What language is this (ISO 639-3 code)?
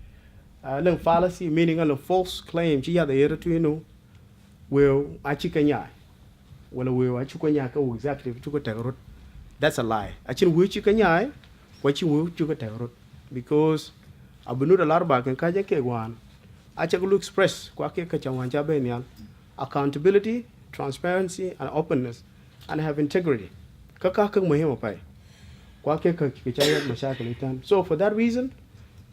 din